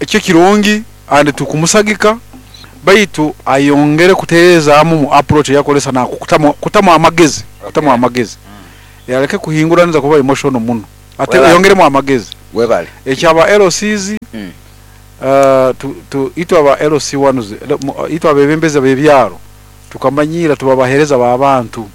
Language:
Nyoro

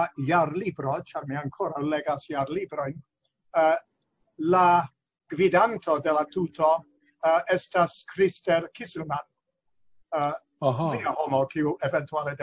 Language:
Esperanto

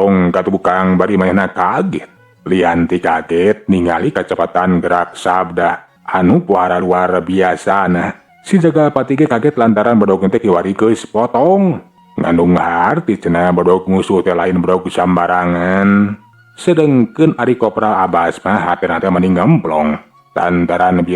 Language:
Sundanese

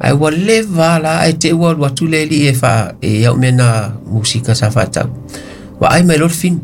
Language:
Samoan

